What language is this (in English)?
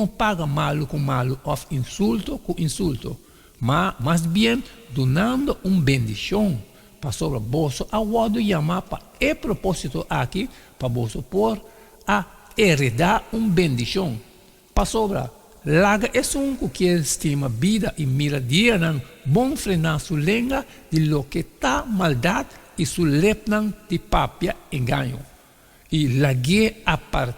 Papiamento